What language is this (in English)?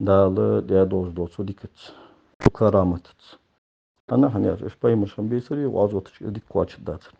Ingush